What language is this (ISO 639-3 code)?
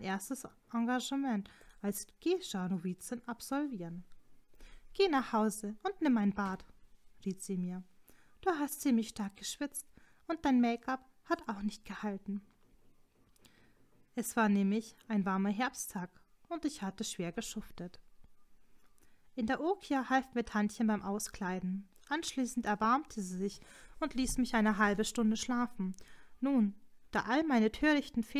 deu